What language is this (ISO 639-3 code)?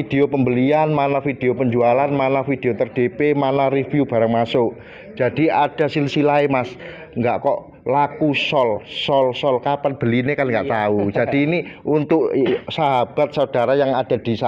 ind